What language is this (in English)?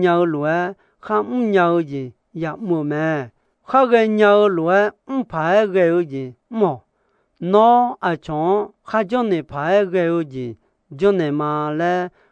Akha